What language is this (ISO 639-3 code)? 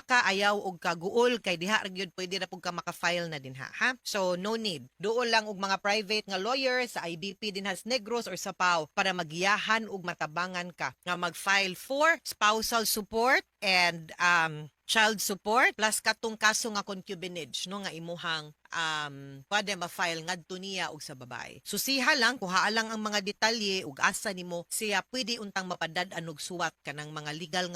ceb